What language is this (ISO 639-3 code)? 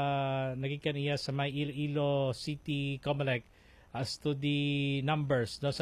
hil